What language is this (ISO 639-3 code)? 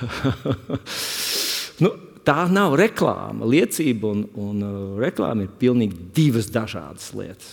lav